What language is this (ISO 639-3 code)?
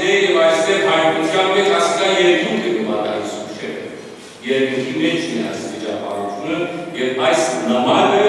hyw